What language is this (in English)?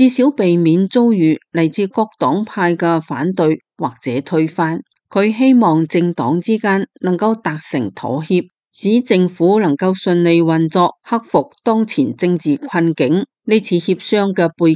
Cantonese